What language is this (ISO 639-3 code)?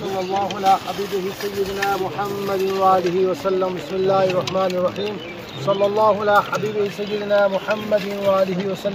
phr